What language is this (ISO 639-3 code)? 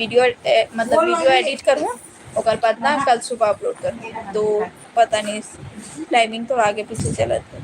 hne